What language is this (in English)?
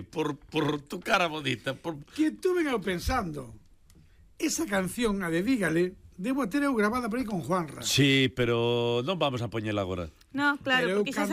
Galician